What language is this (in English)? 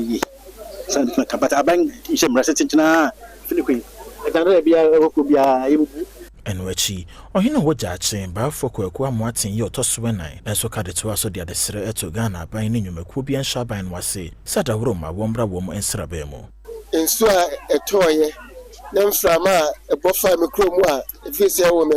Akan